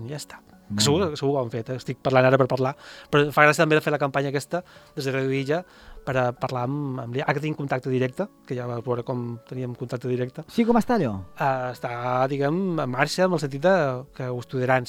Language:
Catalan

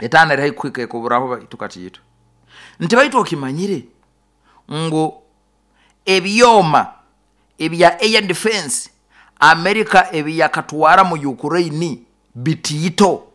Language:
Nyoro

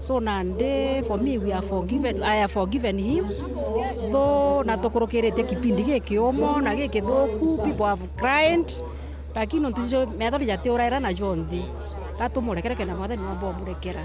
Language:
Meru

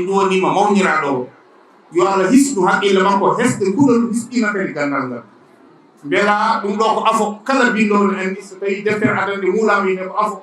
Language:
Fula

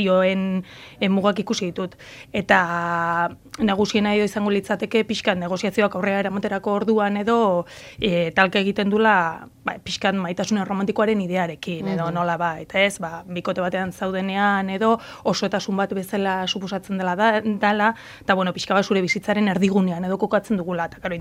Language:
Basque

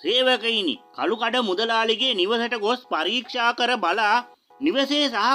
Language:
Sinhala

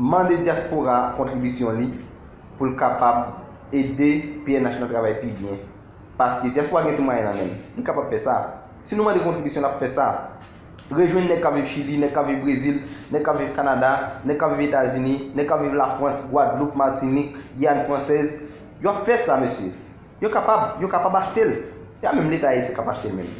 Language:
Haitian Creole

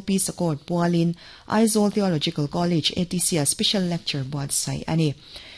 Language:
Mizo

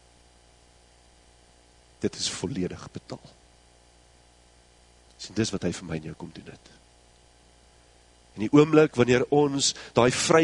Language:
Afrikaans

